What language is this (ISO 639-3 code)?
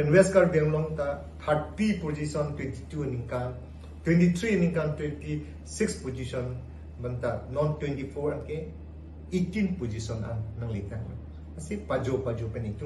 mjw